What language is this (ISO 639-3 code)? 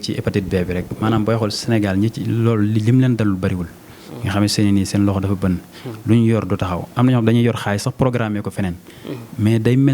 wol